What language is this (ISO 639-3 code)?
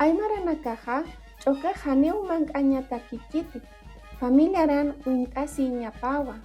aym